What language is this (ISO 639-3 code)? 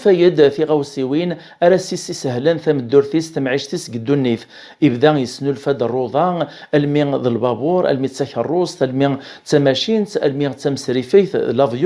kab